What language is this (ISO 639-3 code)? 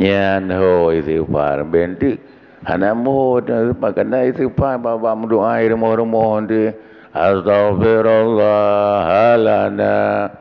ace